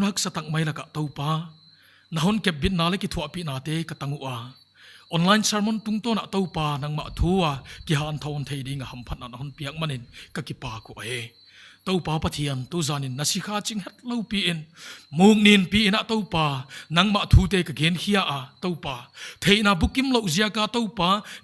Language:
Paite Chin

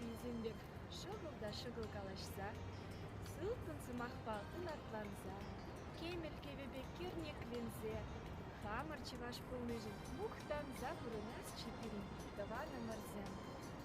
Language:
Chuvash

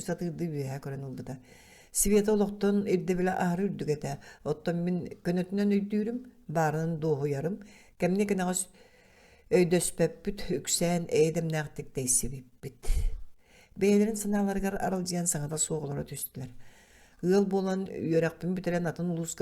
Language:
Yakut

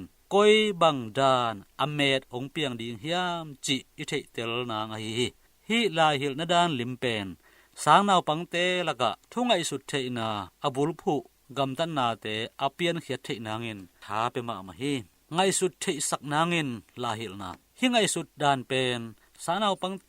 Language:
Tedim Chin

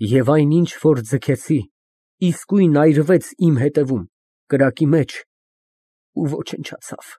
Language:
Armenian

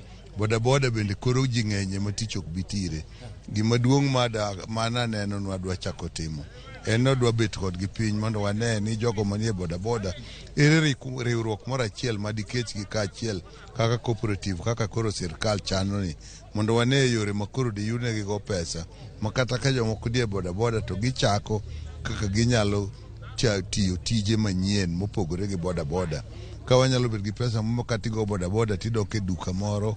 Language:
Luo (Kenya and Tanzania)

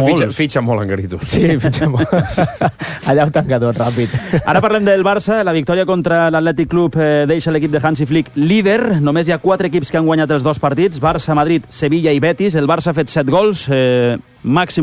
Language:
Catalan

